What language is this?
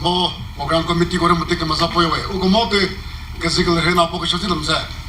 Chokri Naga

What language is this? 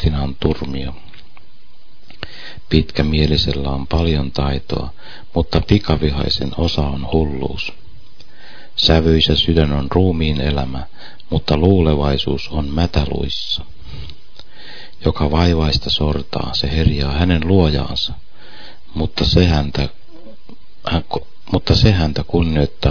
Finnish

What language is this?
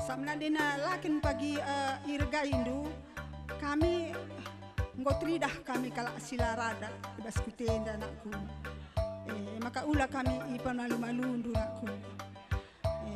Batak Karo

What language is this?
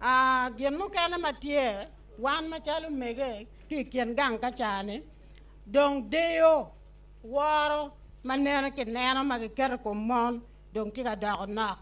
Acoli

